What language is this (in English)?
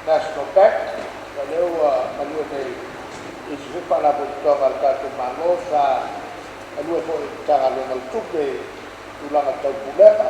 Samoan